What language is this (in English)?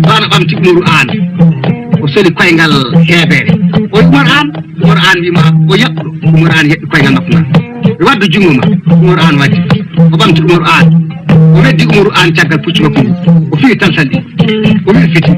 Fula